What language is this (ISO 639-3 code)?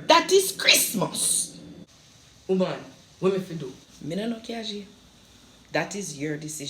jam